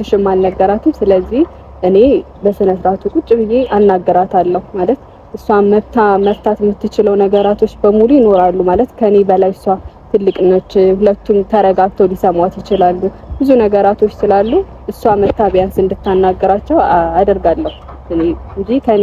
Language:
Amharic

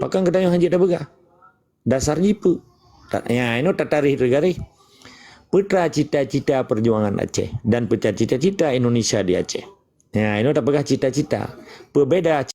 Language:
Achinese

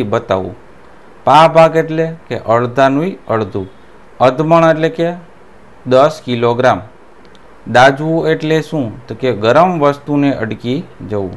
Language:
Gujarati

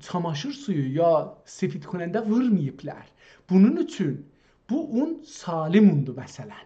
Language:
South Azerbaijani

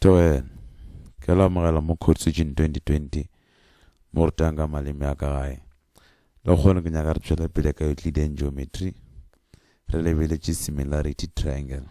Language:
Northern Sotho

